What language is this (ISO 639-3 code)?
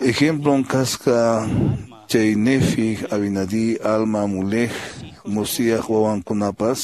que